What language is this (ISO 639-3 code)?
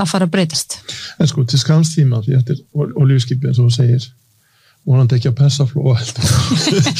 isl